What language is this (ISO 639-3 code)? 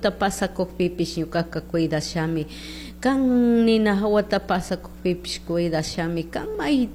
qug